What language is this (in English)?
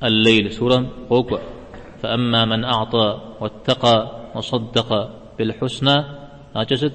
Kabardian